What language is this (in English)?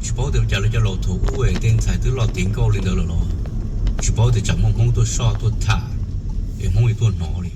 Hmong